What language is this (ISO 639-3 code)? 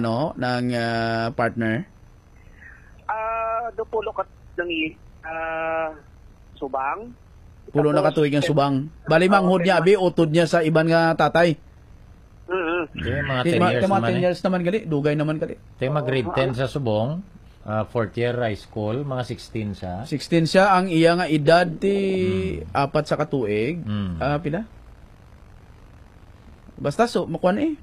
hil